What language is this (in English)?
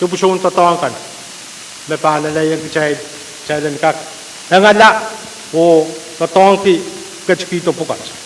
Pohnpeian